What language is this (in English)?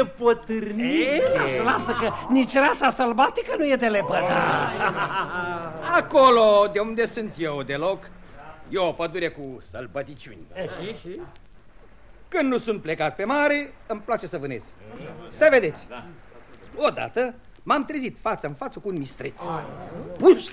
Romanian